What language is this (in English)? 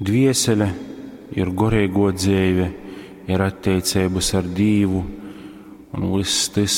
Latgalian